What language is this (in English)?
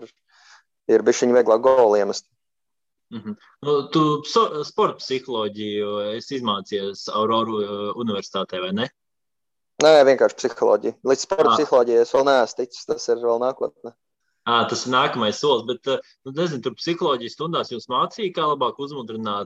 Latvian